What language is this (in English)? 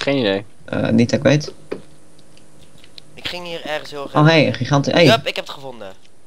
Dutch